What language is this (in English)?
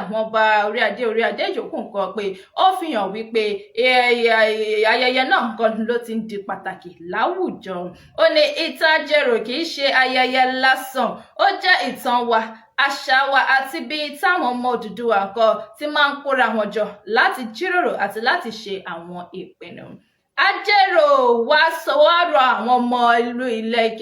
Yoruba